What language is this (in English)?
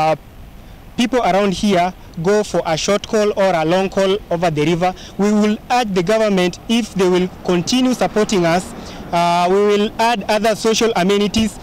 Kamba